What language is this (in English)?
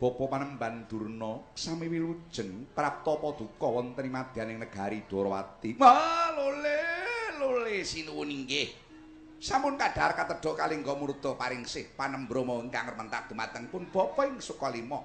Javanese